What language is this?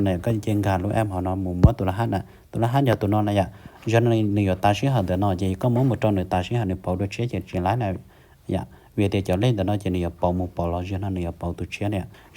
Hmong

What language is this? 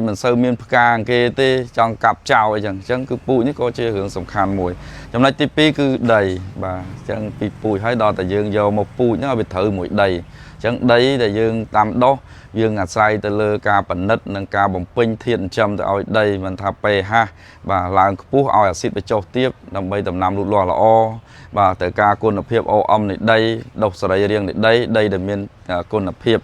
Khmer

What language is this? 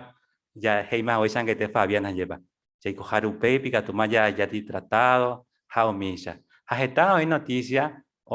Guarani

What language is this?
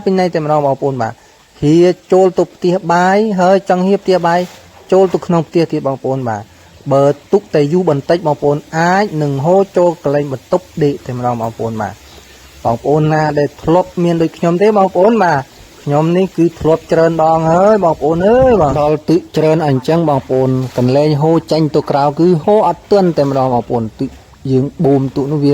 Khmer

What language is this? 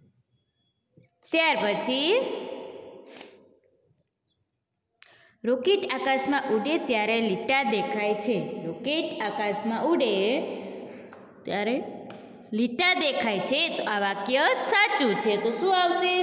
Gujarati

